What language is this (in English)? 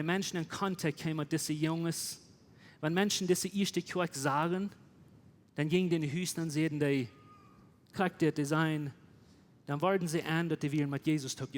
Plautdietsch